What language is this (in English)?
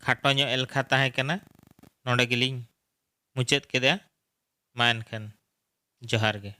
Santali